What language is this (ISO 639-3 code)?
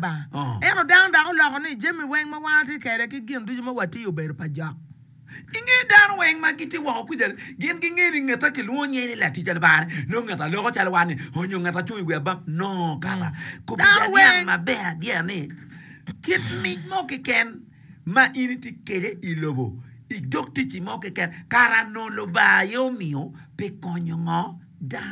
ach